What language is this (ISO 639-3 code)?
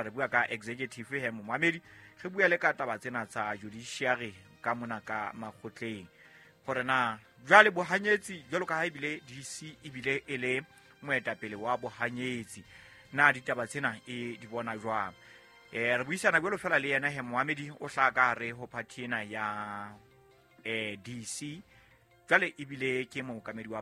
sot